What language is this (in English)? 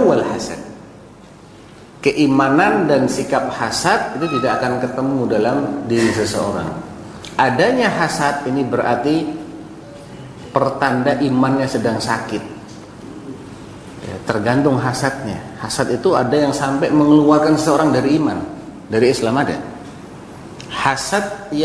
Indonesian